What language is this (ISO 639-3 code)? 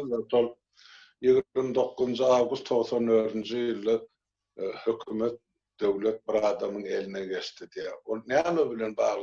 tuk